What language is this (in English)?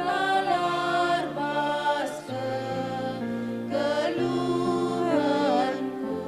Batak Karo